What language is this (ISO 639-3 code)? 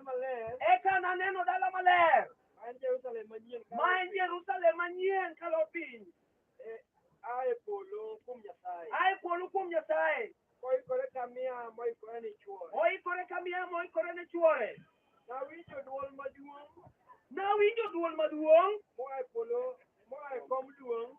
luo